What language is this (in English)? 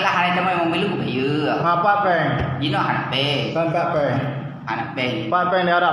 Achinese